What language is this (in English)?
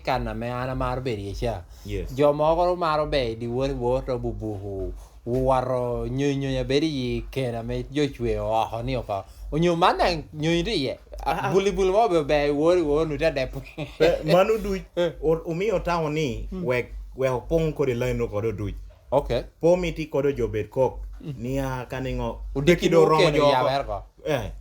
Lango (Uganda)